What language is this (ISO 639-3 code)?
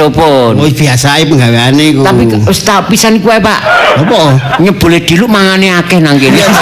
jav